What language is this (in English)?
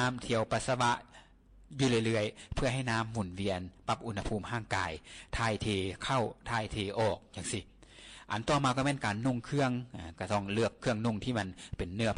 Lao